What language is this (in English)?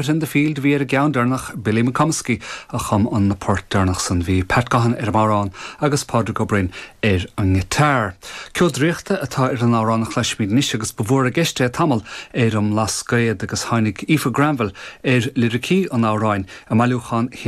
Irish